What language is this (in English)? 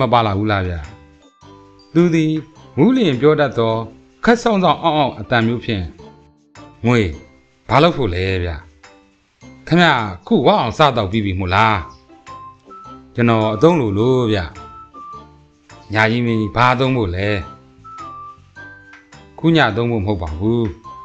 Burmese